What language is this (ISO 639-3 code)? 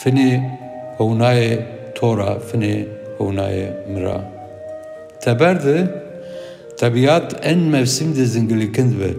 zza